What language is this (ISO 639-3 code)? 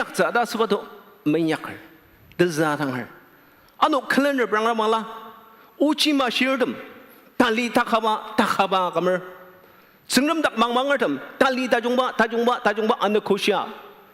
njo